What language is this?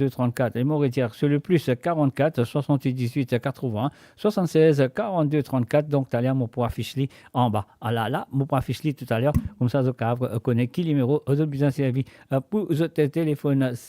Morisyen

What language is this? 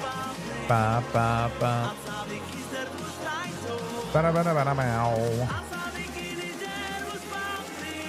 Yiddish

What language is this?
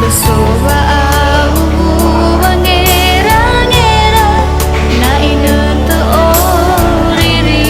Nias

